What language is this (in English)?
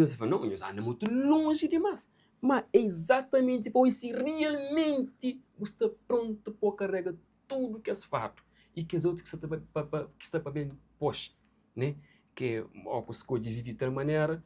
Kabuverdianu